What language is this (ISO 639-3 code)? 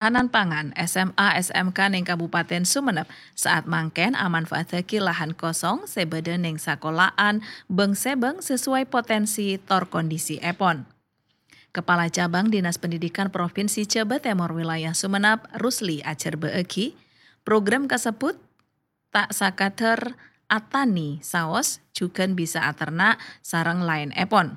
mad